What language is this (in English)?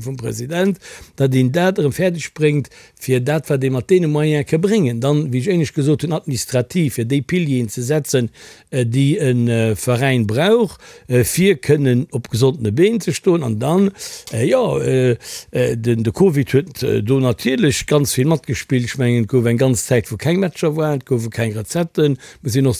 Luxembourgish